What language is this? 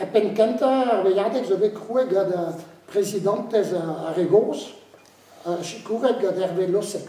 Breton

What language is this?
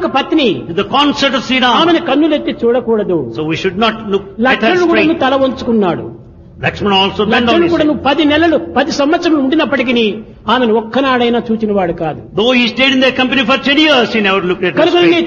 Telugu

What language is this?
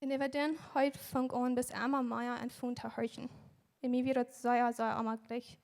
Plautdietsch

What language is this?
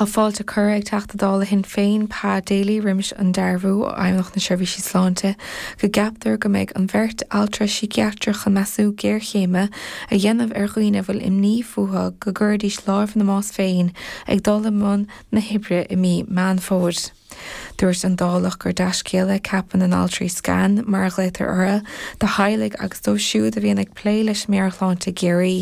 Irish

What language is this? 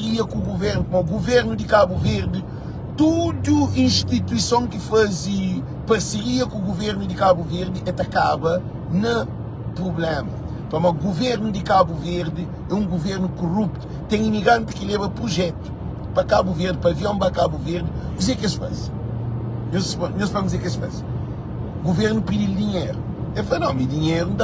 Kabuverdianu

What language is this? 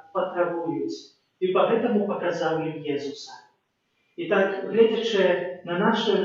Belarusian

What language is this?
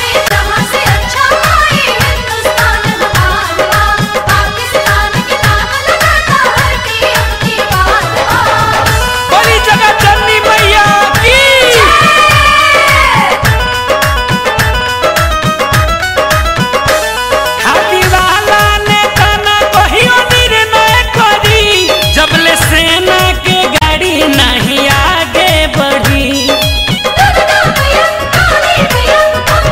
Bhojpuri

